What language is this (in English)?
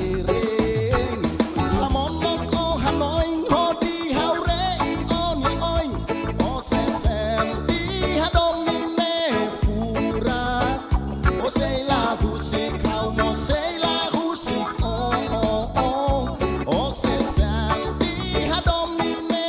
Tetum